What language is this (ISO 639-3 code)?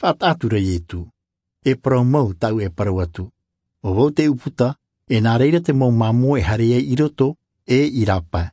tah